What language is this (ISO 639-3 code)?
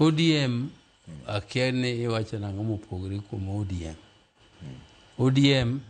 luo